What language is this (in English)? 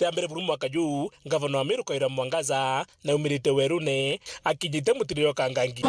Meru